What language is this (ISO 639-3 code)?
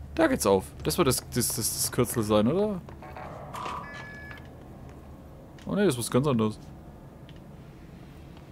deu